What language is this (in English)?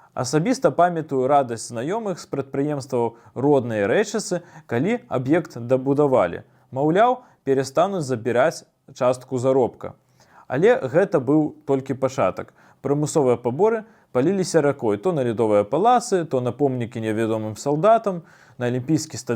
Belarusian